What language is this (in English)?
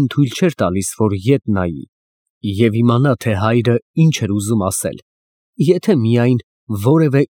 Armenian